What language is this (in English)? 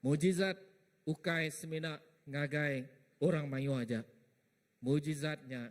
Iban